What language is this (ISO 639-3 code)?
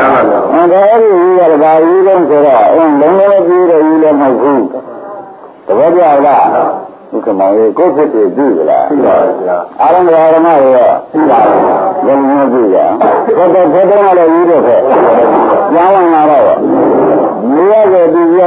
mya